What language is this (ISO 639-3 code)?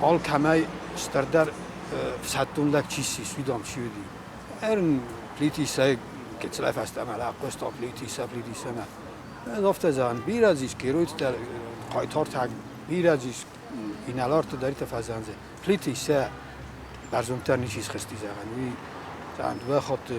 oss